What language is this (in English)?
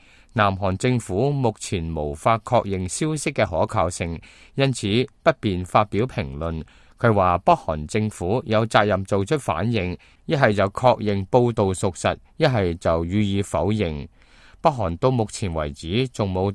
Cantonese